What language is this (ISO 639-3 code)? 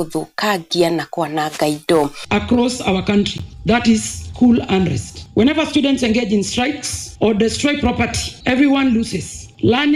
kik